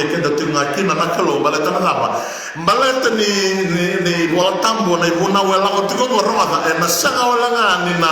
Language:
Fijian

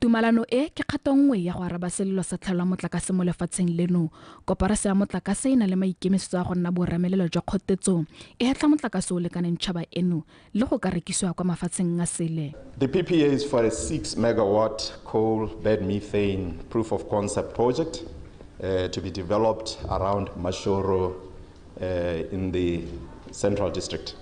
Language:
Tswana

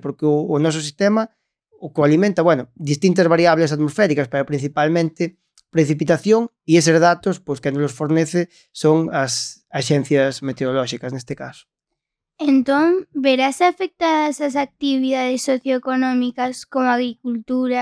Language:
Galician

